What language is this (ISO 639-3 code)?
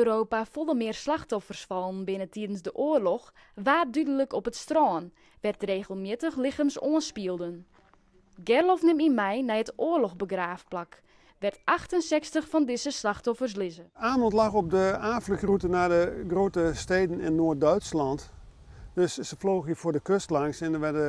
fry